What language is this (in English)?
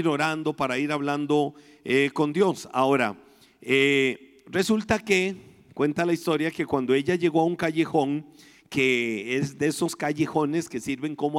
Spanish